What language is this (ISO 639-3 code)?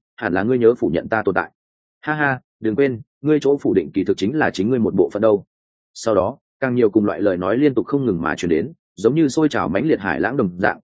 vie